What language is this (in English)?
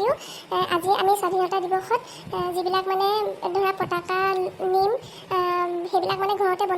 Assamese